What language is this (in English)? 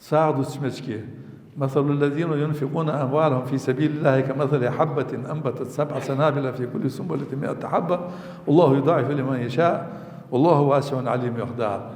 Ingush